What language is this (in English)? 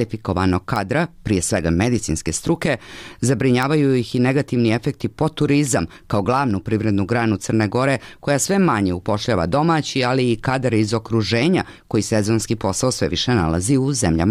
Serbian